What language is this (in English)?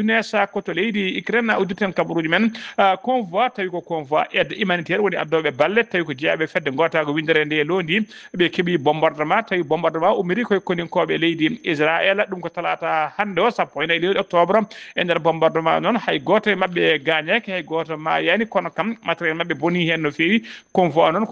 Fula